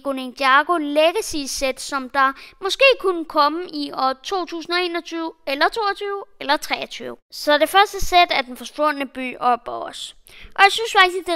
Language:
Danish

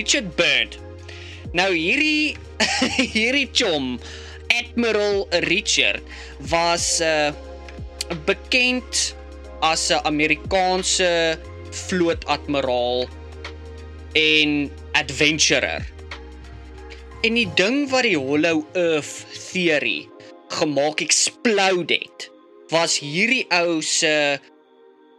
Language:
Afrikaans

